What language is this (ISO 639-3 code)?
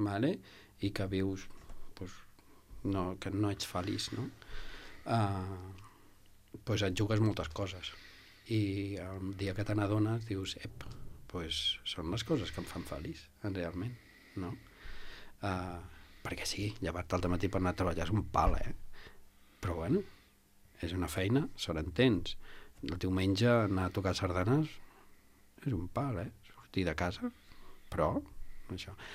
cat